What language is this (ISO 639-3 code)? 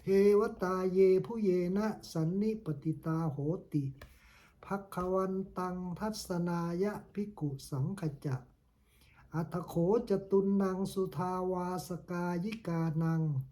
pli